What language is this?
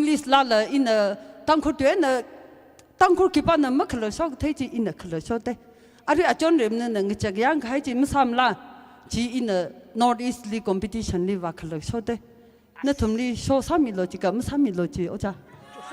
Tangkhul Naga (India)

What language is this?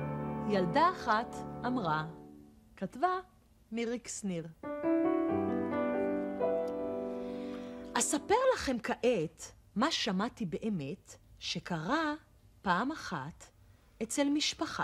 Hebrew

